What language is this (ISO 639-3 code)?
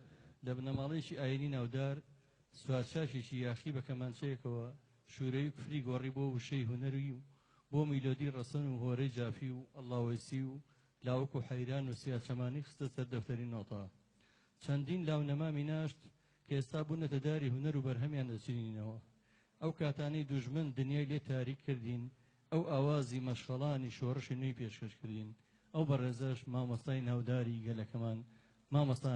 ckb